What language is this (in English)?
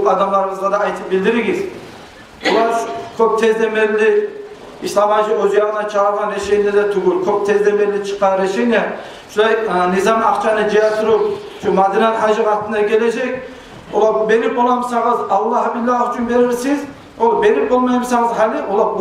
Kumyk